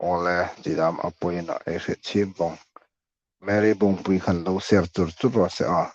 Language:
Hmar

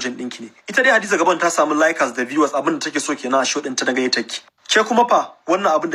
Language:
Hausa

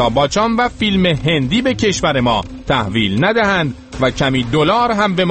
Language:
Persian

